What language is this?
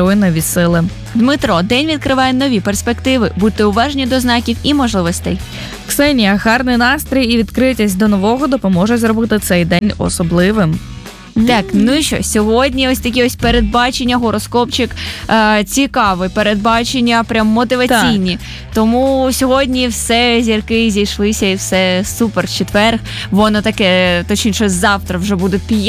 Ukrainian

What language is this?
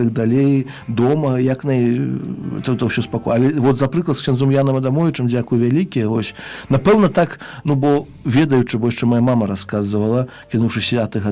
Belarusian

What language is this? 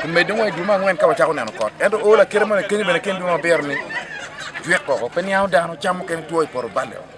Acoli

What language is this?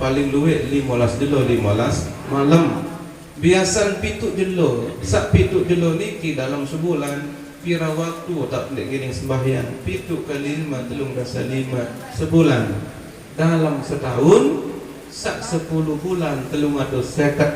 Sasak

